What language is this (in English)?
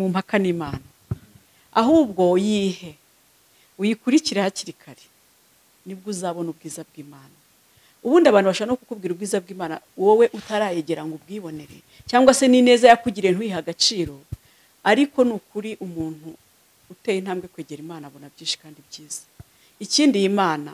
Kinyarwanda